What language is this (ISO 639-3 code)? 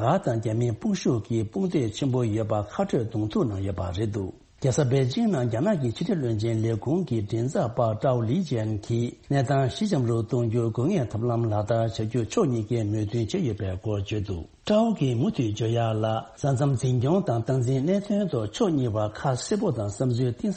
bod